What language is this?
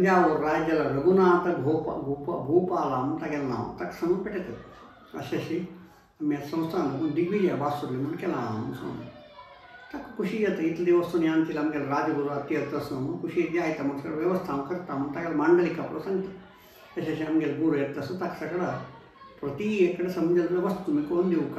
Konkani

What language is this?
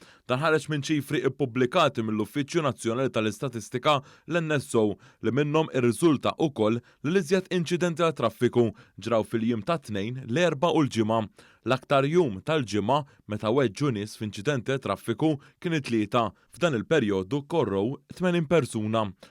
Maltese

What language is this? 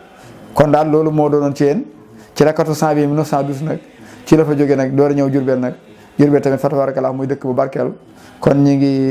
Wolof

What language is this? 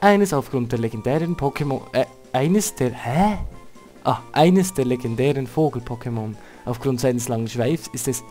Swiss German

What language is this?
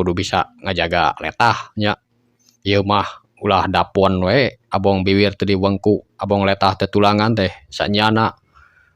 Sundanese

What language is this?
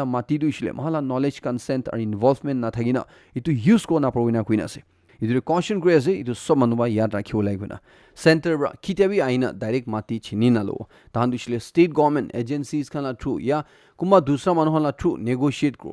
Naga Pidgin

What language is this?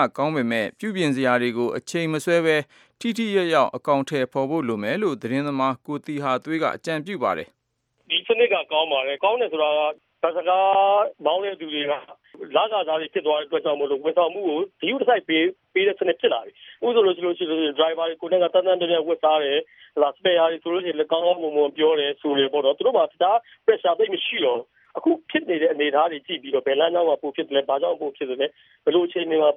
Burmese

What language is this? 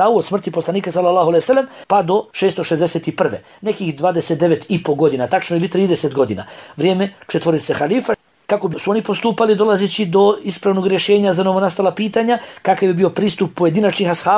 Bosnian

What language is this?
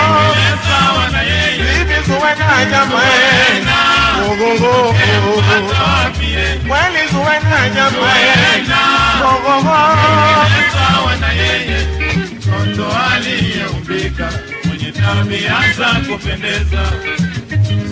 Swahili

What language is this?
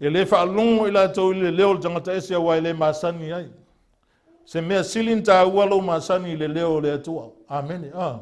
Samoan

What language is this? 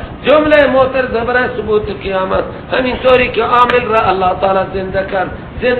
Persian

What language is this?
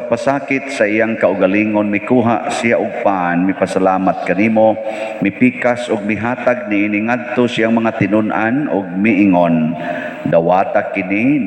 Cebuano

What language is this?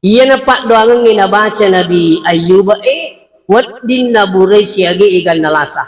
Buginese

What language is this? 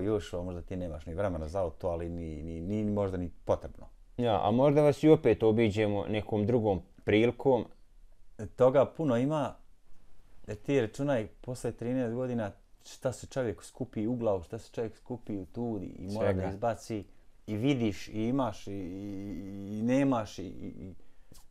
Bosnian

